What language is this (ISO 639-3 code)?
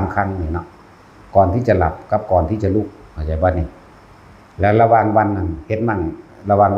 tts